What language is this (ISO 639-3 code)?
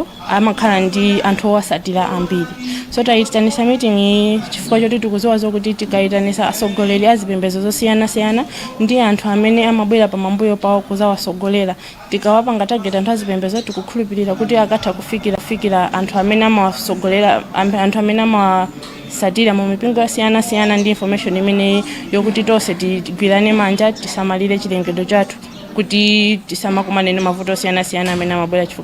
nya